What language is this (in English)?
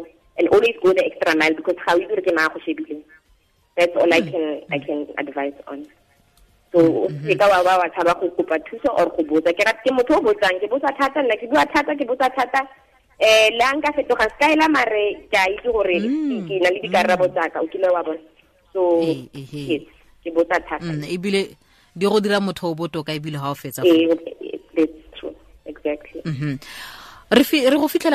Tswana